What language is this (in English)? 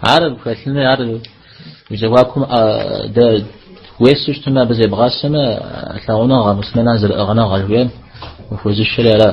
Kabardian